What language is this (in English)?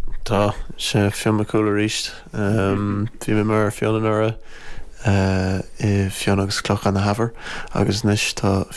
Irish